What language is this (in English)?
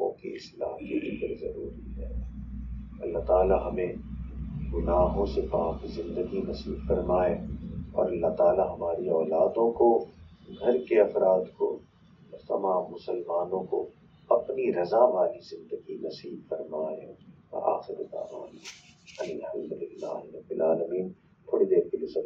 Urdu